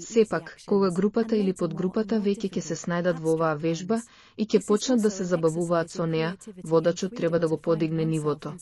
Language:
Macedonian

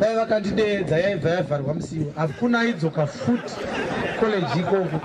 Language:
Shona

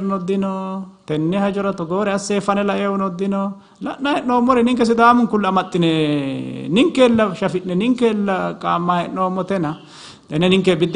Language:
Sidamo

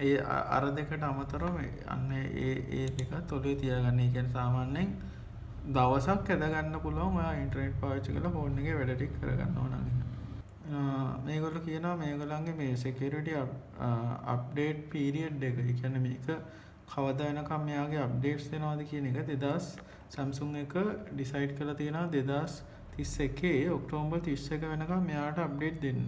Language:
Sinhala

